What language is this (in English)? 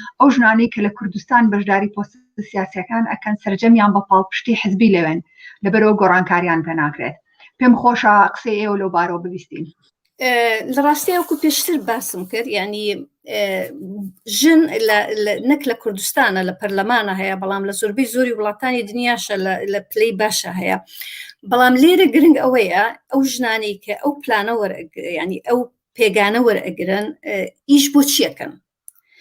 Central Kurdish